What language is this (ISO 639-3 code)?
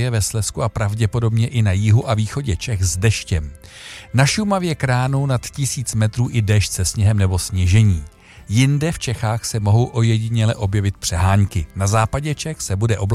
ces